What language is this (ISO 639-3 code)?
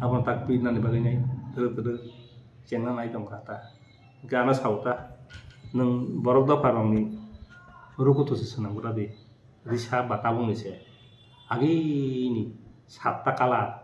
trp